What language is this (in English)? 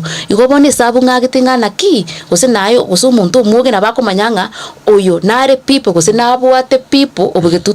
Gusii